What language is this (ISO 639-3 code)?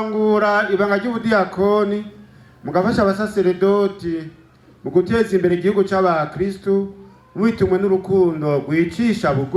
run